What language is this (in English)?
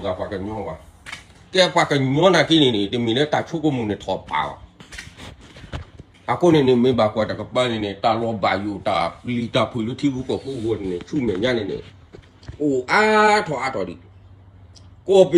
S'gaw Karen